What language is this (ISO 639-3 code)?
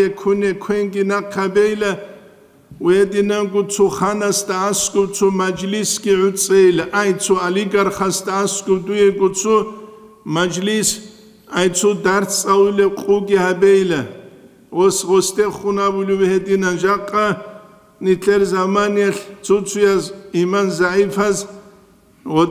ava